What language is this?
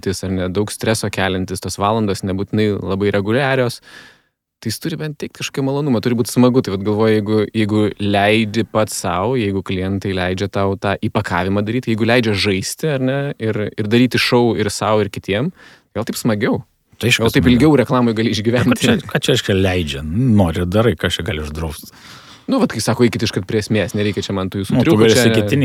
Lithuanian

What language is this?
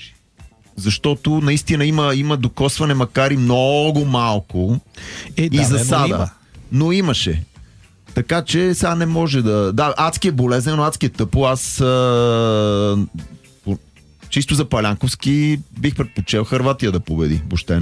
Bulgarian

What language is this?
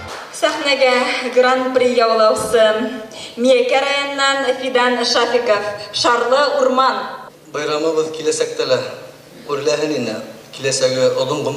Bashkir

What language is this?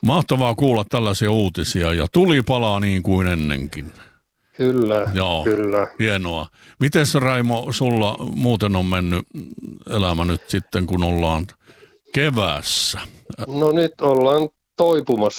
Finnish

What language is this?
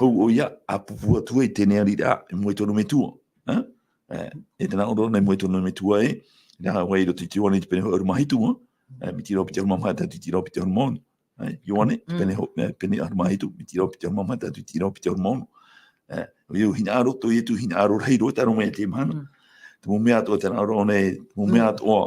Tahitian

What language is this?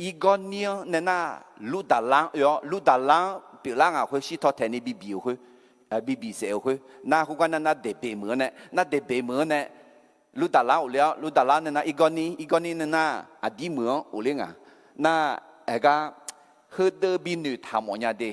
Akha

